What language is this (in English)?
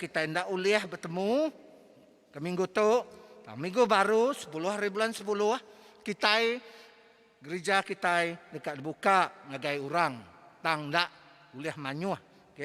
Iban